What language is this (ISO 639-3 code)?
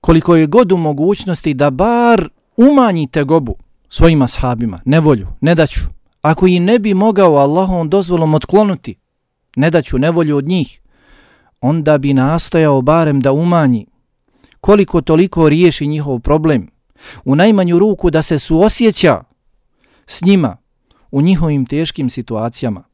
bos